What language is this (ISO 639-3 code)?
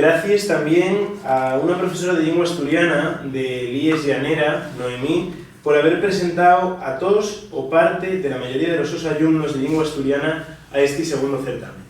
ast